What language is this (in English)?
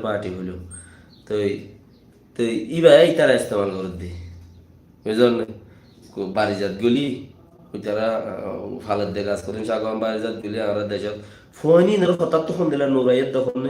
Rohingya